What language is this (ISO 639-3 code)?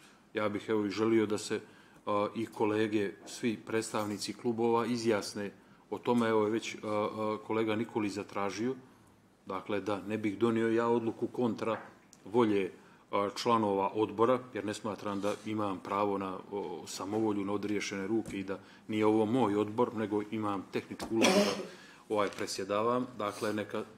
bos